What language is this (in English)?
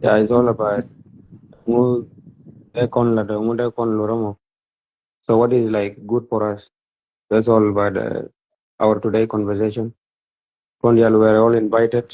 Nuer